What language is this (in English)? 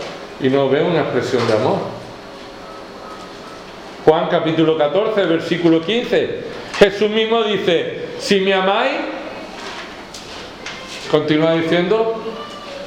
Spanish